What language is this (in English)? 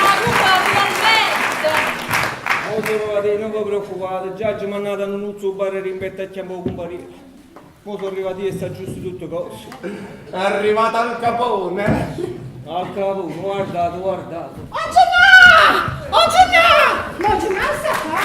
Neapolitan